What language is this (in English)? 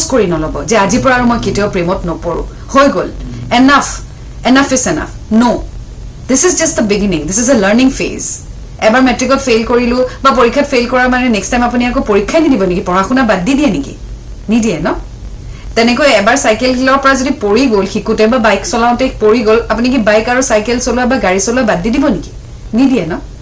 Assamese